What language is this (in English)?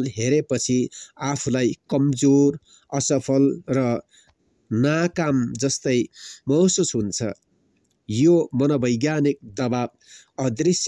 Nepali